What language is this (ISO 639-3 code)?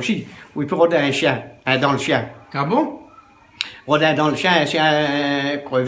rcf